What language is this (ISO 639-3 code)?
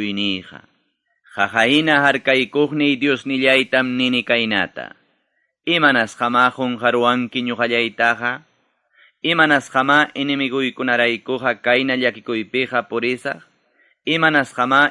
quy